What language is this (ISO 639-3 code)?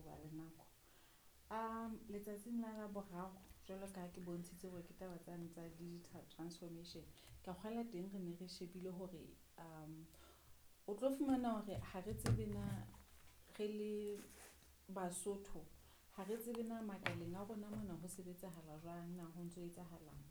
sot